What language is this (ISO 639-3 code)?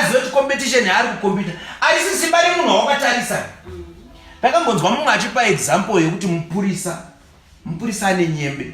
sna